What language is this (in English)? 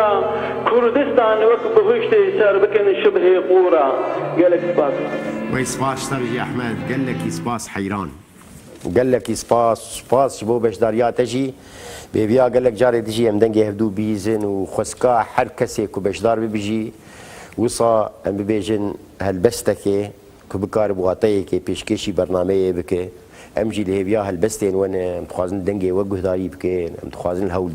Kurdish